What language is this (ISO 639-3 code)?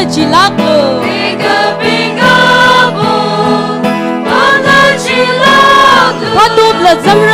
nmf